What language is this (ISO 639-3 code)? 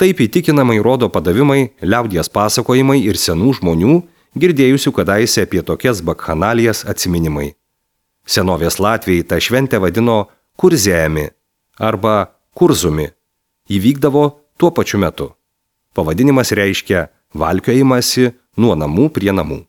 lit